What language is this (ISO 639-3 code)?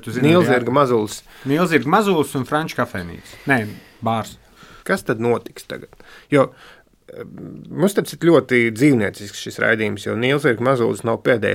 lav